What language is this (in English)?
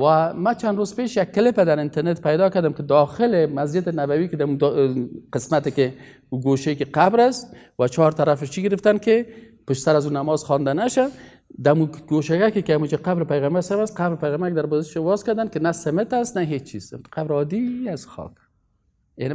Persian